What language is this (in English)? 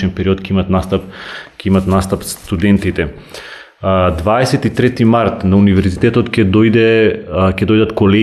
Macedonian